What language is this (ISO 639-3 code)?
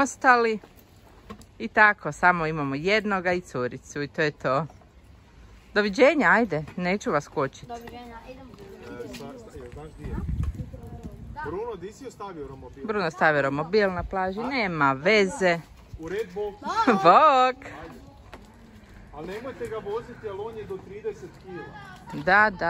hrv